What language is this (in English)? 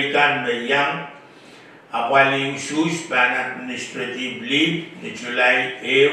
Pohnpeian